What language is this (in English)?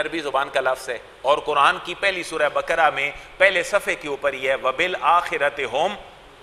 Urdu